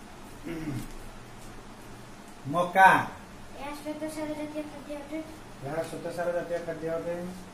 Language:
Odia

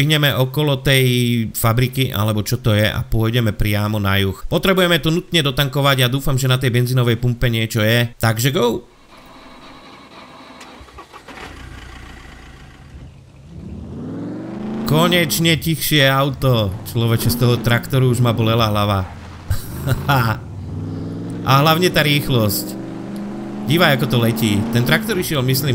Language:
Slovak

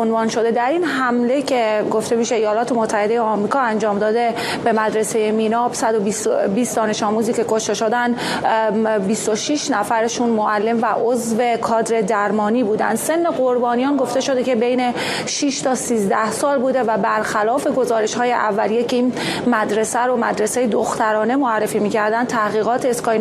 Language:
Persian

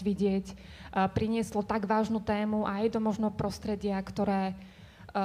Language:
Slovak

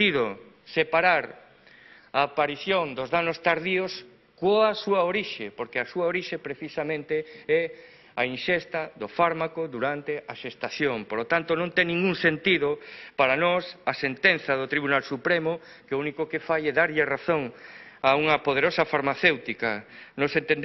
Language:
Galician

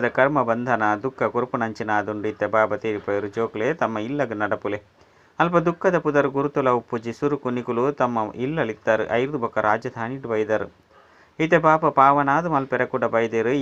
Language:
Tulu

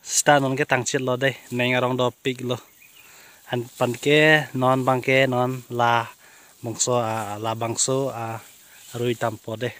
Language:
Karbi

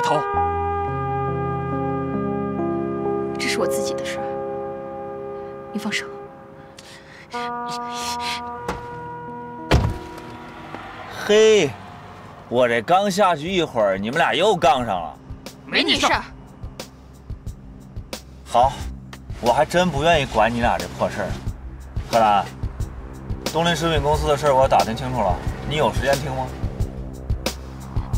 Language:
Chinese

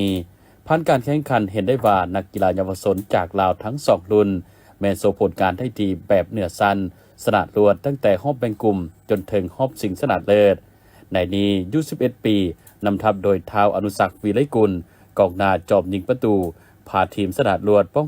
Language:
Lao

